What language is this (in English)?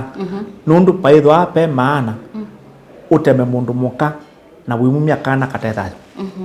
Kamba